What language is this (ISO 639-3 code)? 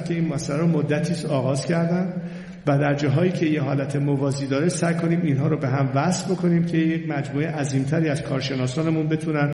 fas